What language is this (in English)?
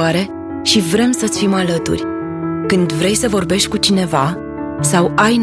Romanian